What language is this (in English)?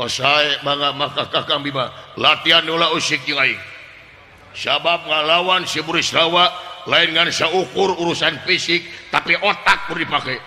Sundanese